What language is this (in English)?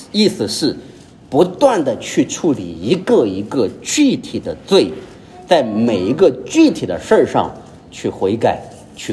Chinese